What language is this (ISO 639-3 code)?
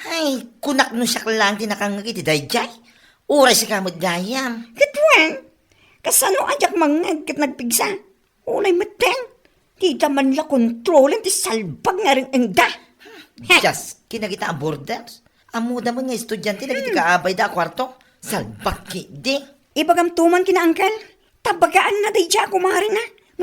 ilo